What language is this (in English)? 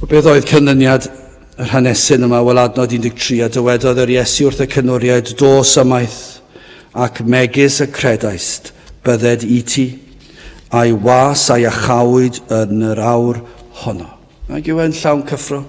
Welsh